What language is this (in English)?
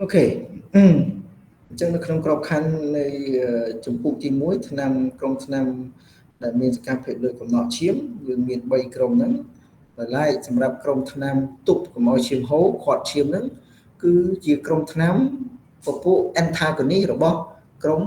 Khmer